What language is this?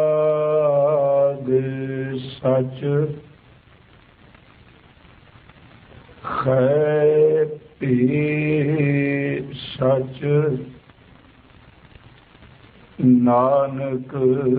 Punjabi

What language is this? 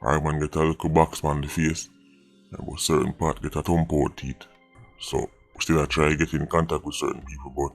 Jamaican Creole English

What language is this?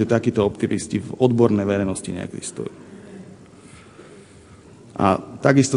Slovak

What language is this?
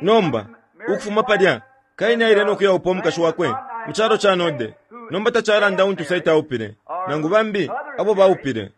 Bemba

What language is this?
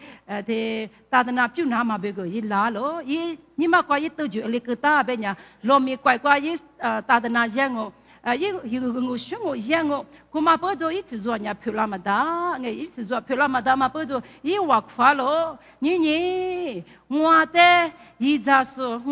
Lisu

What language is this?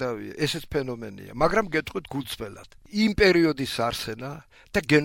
Georgian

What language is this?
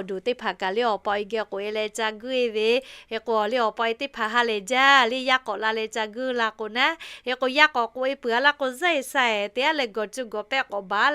Lahu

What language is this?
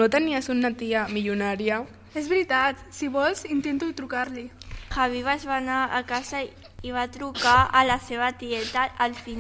Catalan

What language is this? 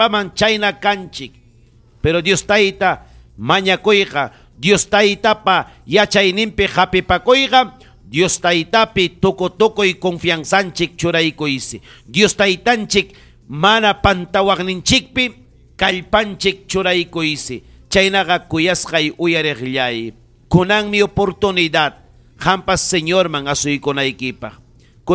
Ayacucho Quechua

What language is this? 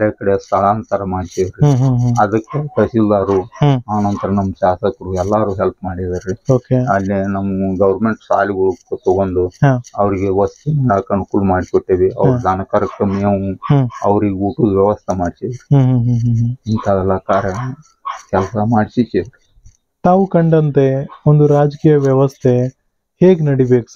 Kannada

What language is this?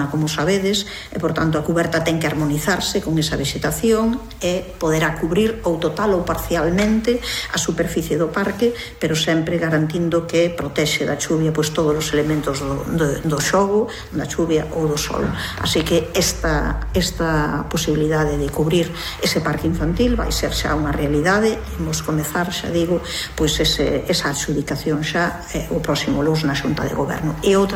Galician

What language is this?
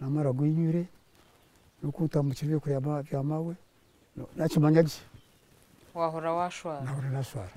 Nyankole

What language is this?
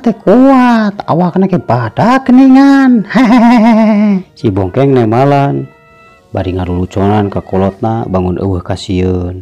Sundanese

